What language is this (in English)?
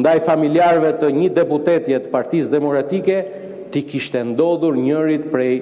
Albanian